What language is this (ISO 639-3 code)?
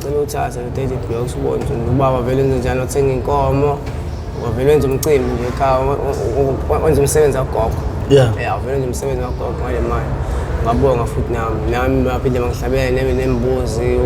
zul